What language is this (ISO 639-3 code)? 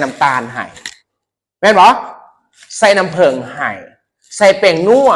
lao